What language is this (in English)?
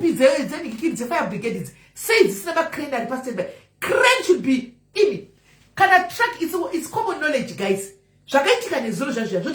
Shona